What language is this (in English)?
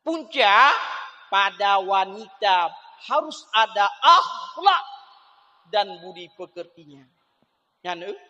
Achinese